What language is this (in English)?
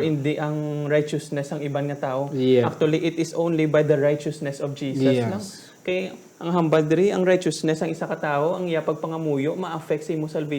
Hiligaynon